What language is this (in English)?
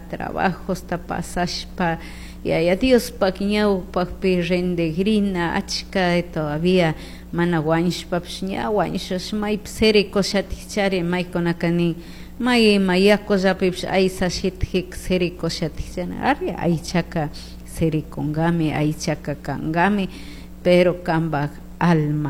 Chimborazo Highland Quichua